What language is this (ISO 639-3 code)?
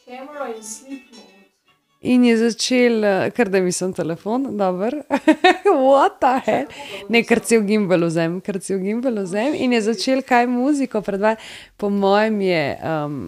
slv